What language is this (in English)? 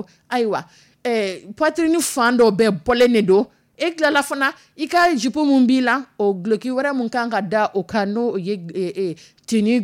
Dyula